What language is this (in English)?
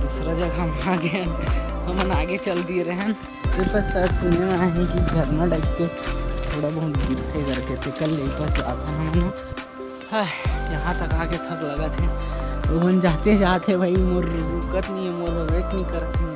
Chhattisgarhi